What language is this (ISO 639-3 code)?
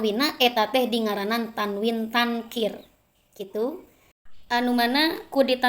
sun